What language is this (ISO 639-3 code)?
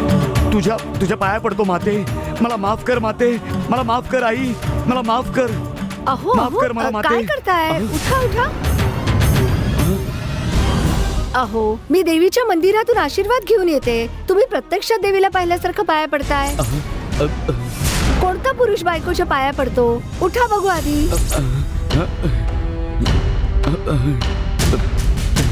mar